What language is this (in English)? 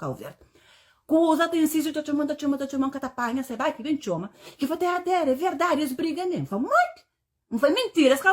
Kabuverdianu